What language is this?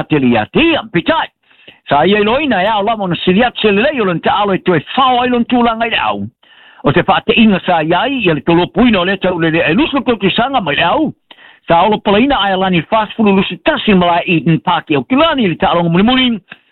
Samoan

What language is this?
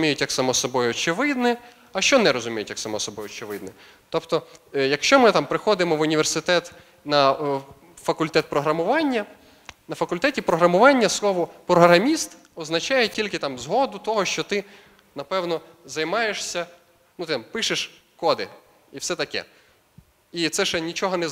Ukrainian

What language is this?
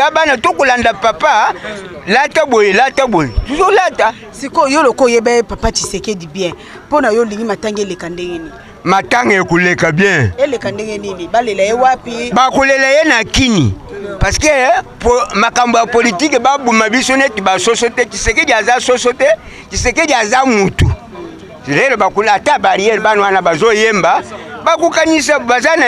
Lingala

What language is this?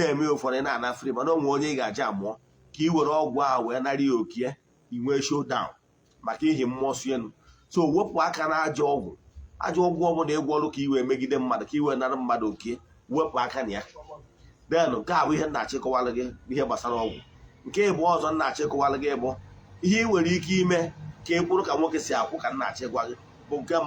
Igbo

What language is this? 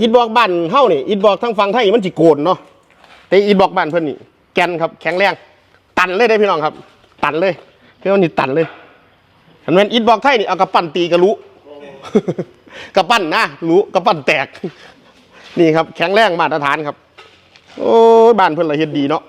Lao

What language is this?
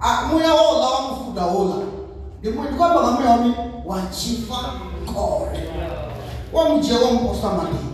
Venda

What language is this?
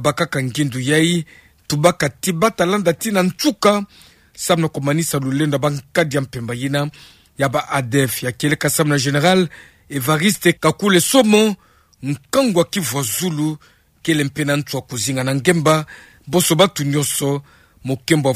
Kituba (Democratic Republic of Congo)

